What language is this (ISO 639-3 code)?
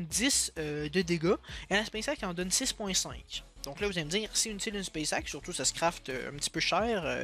fra